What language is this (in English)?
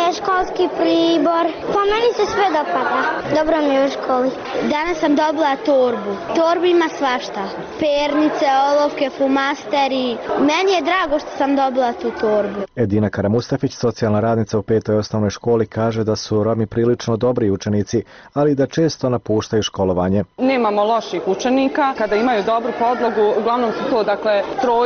Bosnian